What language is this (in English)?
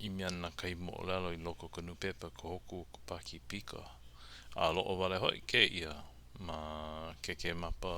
Hawaiian